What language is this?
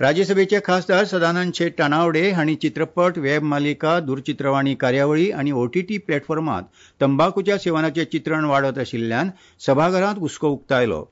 Konkani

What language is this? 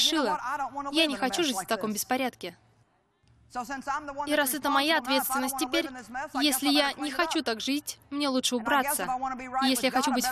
Russian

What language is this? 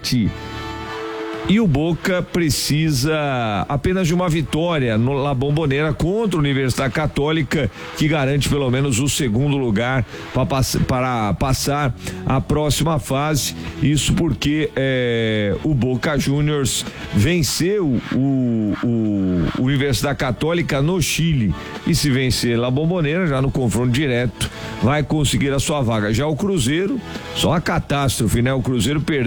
Portuguese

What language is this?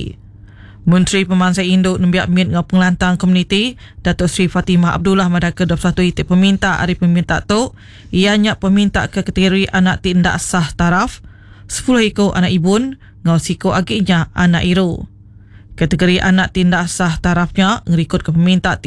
Iban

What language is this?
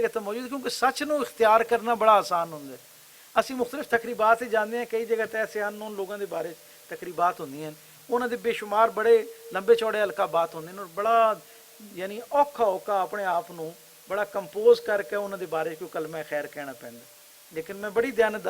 Western Panjabi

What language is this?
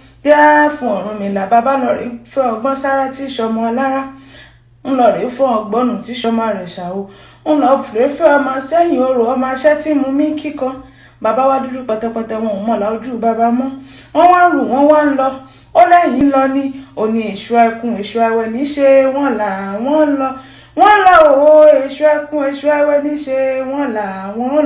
Yoruba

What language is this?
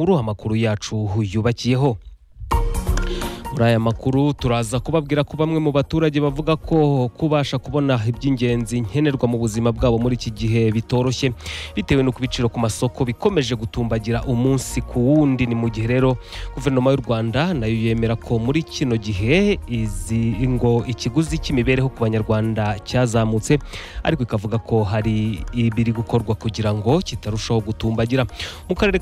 Kinyarwanda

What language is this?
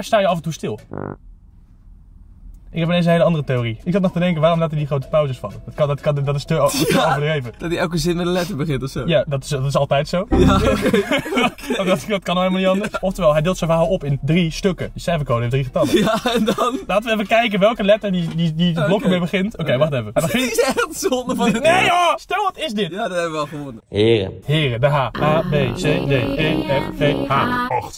Dutch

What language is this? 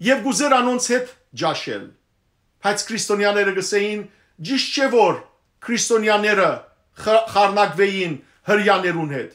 Western Armenian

